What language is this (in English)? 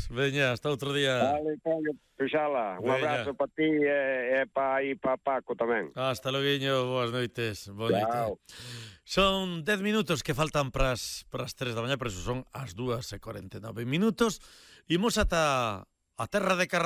Galician